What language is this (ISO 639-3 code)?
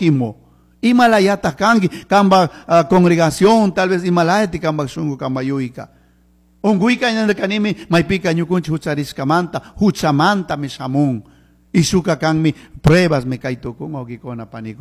qug